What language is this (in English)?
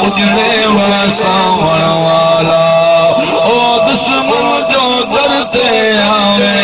Saraiki